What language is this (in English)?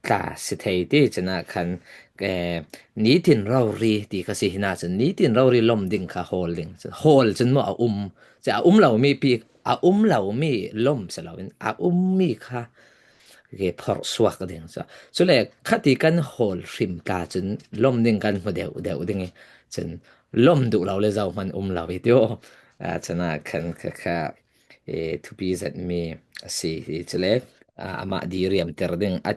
Falam Chin